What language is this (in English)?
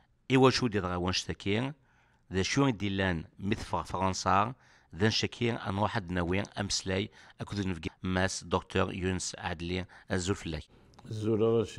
Kabyle